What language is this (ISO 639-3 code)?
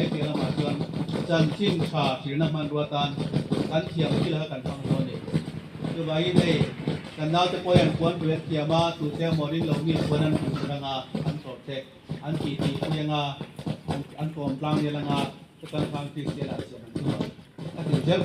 lus